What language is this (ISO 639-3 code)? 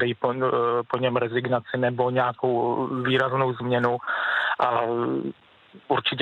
ces